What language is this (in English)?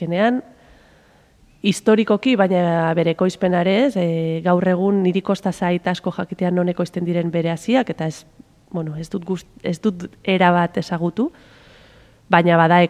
Basque